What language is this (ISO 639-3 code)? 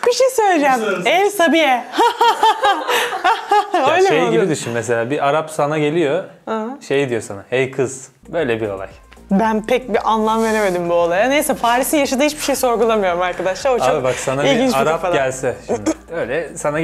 tur